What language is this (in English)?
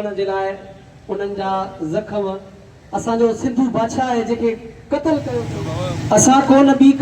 Sindhi